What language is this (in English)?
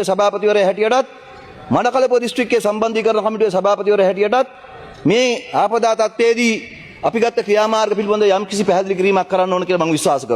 Sinhala